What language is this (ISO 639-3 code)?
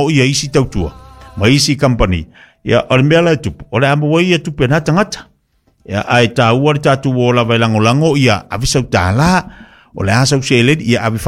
smo